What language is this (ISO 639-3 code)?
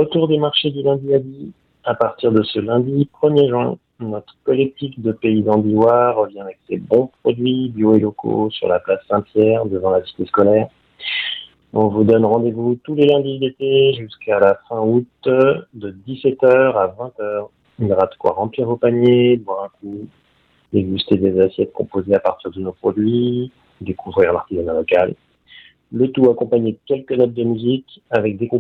fra